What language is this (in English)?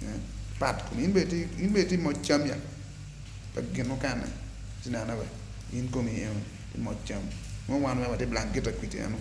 Acoli